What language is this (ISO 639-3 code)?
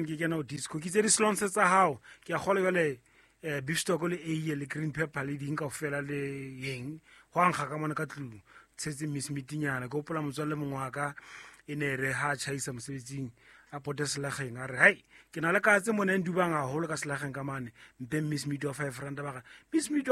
sot